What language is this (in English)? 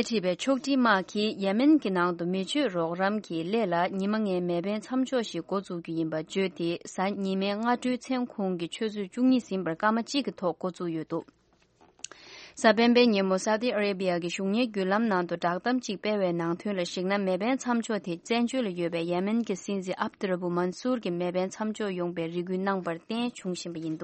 Tibetan